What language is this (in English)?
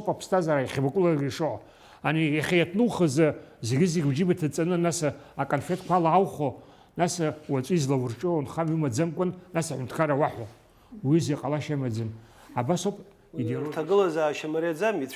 Abkhazian